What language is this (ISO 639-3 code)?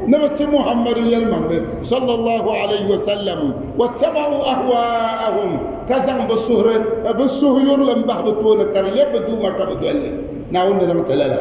dag